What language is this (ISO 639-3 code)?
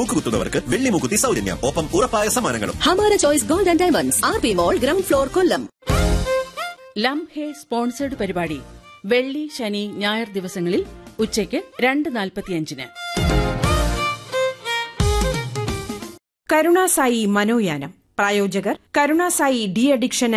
mal